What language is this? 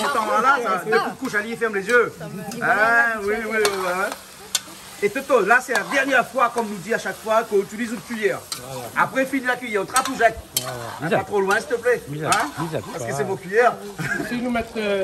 Réunion Creole French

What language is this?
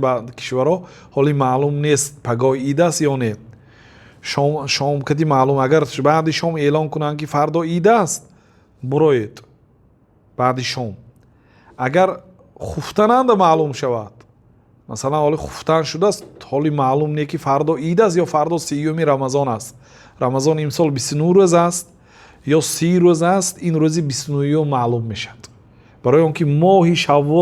Tajik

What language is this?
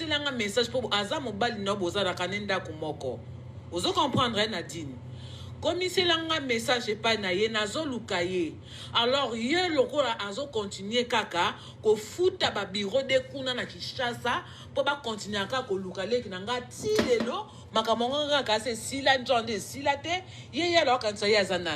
Lingala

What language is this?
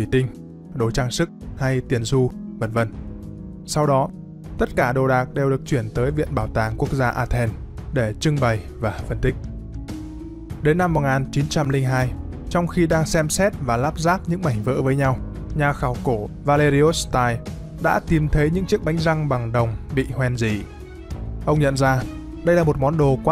Vietnamese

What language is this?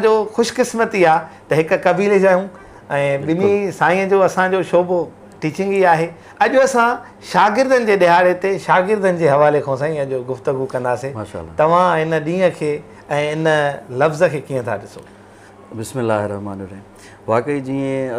Sindhi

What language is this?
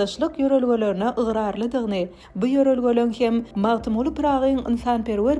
Turkmen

